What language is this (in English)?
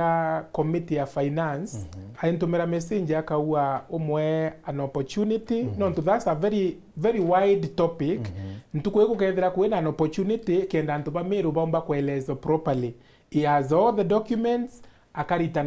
Meru